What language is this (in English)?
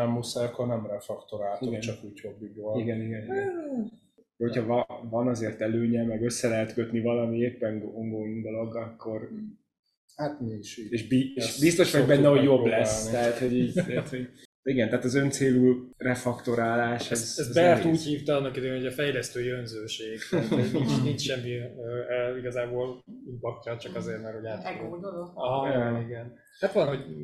Hungarian